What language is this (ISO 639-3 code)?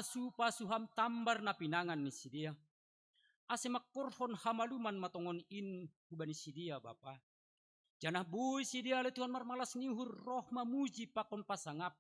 bts